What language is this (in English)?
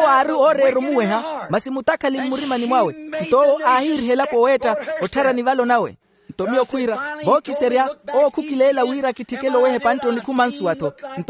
Makhuwa